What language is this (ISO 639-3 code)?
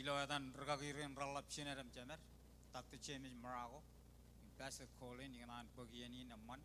mah